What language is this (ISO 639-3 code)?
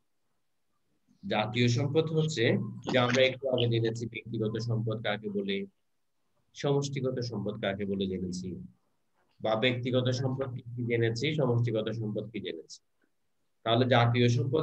ben